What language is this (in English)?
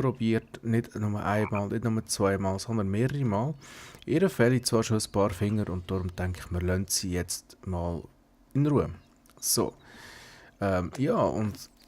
Swiss German